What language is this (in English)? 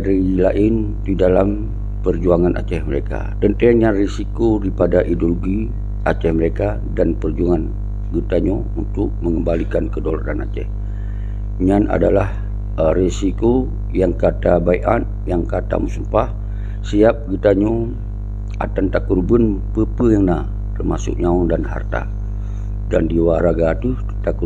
Achinese